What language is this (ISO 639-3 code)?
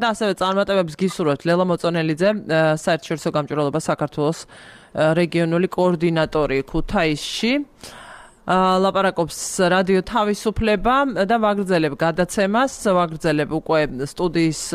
kat